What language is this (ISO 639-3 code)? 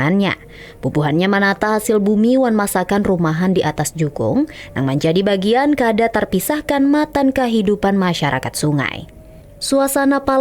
bjn